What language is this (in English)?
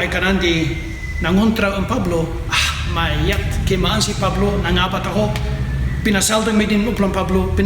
Kankanaey